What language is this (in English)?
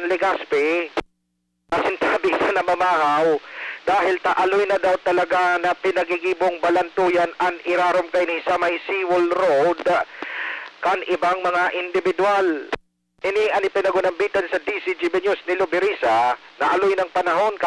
Bikol